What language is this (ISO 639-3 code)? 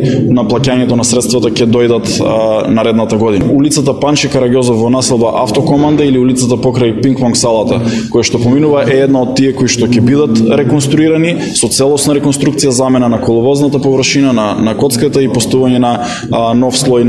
mkd